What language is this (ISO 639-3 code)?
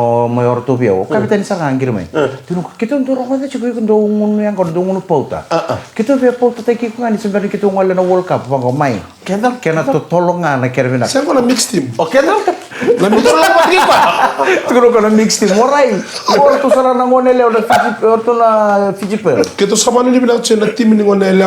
fij